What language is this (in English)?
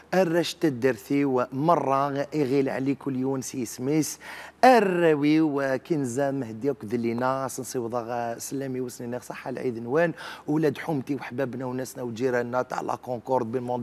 Algerian Arabic